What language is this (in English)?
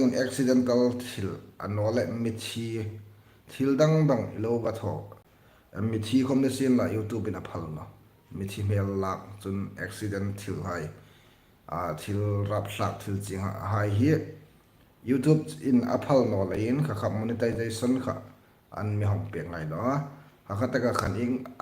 Hmar